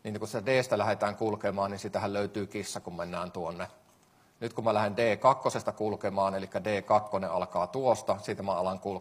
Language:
Finnish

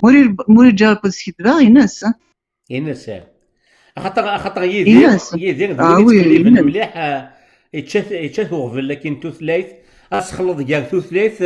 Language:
Kabyle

